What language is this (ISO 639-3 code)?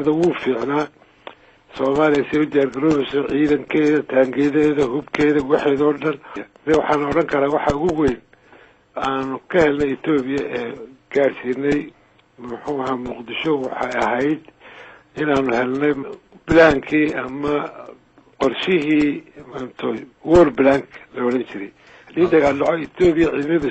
som